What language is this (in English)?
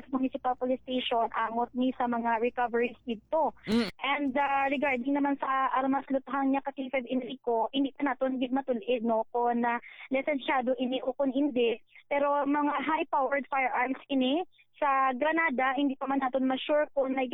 Hiligaynon